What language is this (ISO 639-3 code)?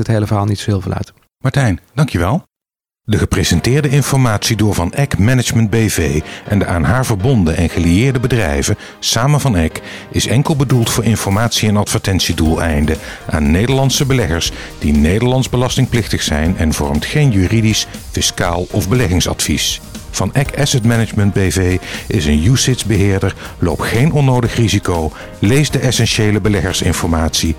nld